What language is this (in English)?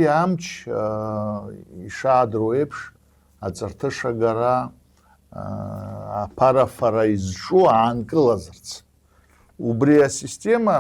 Abkhazian